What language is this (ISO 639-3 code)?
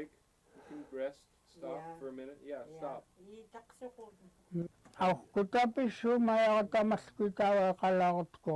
esu